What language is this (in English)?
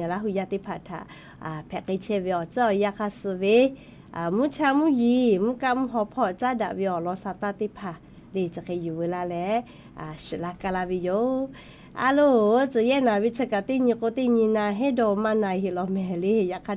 Lahu